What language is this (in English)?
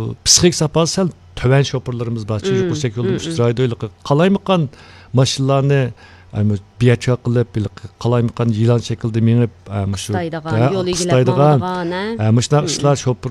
Uyghur